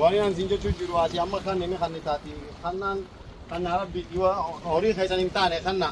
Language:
Oromo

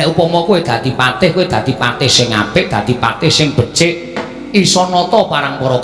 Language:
Javanese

